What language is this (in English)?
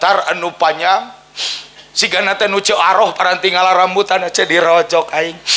Sundanese